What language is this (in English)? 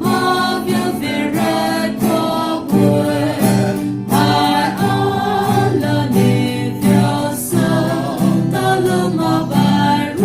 Poumei Naga